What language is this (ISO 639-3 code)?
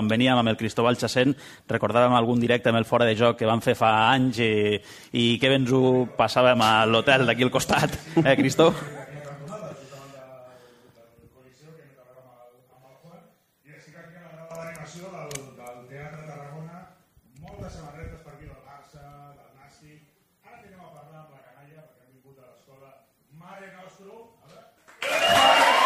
cat